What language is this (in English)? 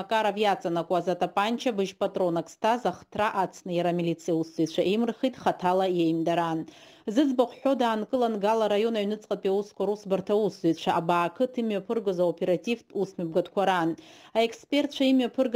Abkhazian